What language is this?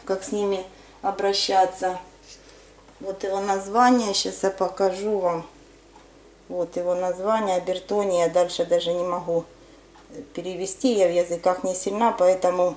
Russian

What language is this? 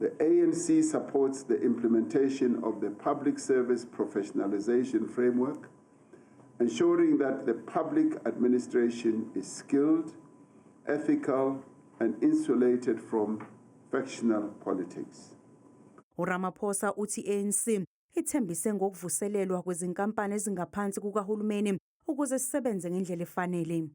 Zulu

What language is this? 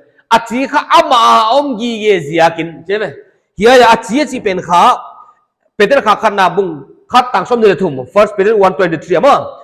Paite Chin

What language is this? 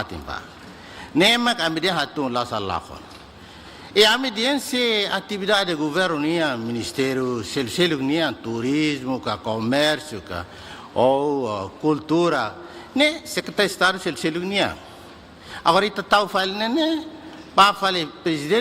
Tetum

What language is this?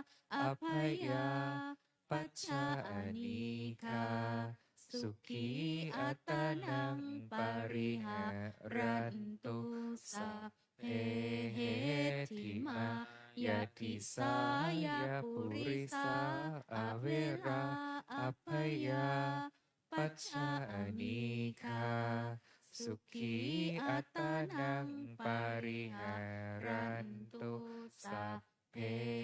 Pali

